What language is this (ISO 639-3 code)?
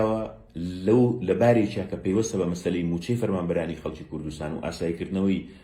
ckb